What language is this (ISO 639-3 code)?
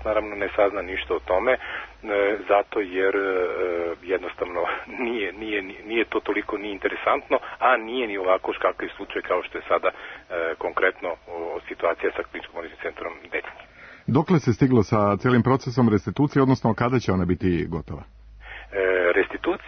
srp